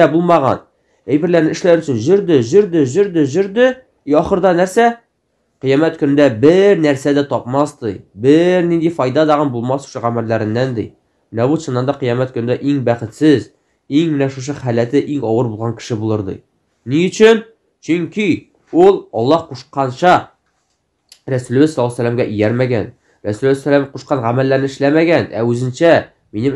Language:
Tatar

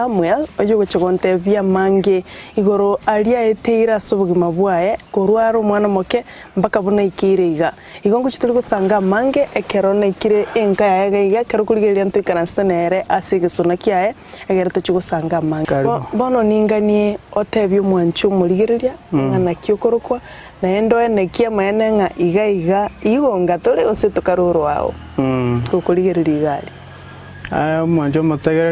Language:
Gusii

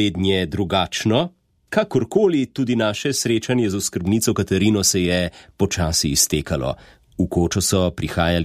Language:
Slovenian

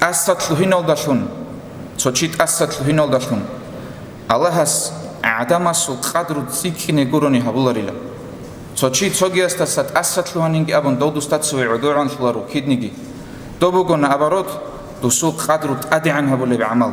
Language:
Avaric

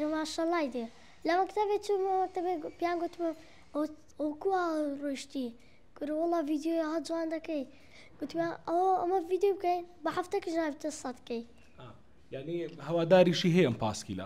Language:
Central Kurdish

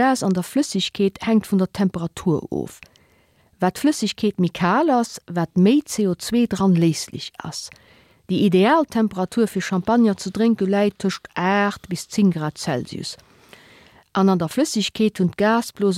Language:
Luxembourgish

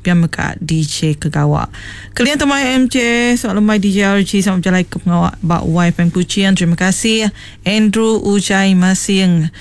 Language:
Iban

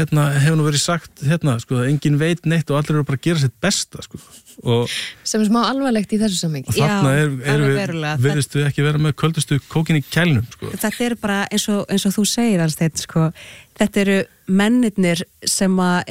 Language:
Icelandic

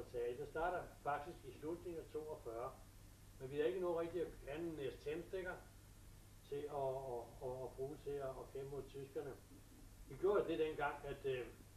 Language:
Danish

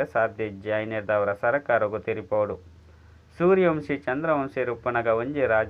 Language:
Tulu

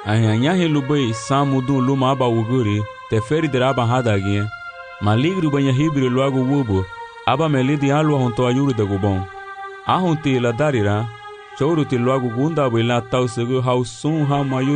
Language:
Garifuna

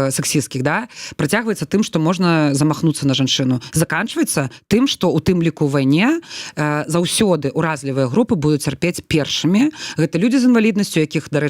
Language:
Belarusian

